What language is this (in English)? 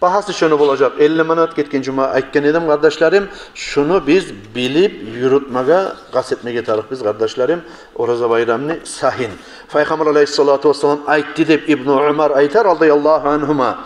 Kumyk